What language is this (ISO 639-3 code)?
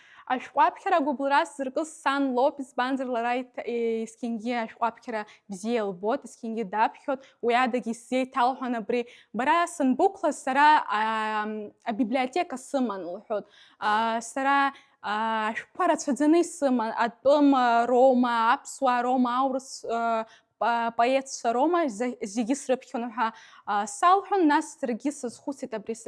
abk